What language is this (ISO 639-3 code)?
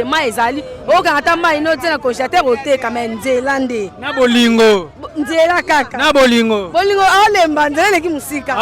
lin